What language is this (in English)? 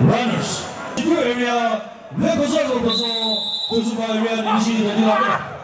Chokri Naga